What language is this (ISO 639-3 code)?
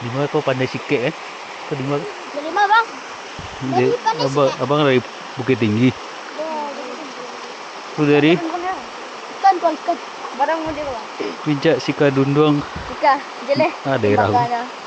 min